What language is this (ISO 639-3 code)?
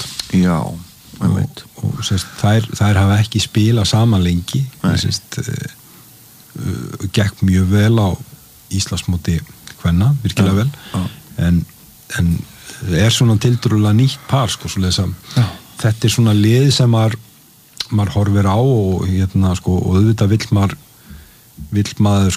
isl